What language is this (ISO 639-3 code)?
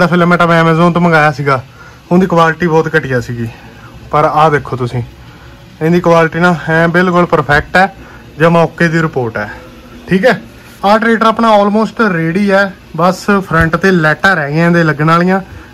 pan